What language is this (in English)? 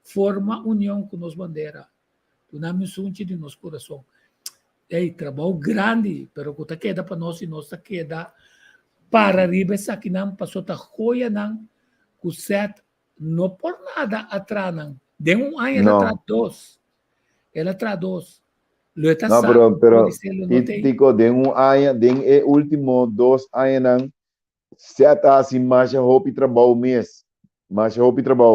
Papiamento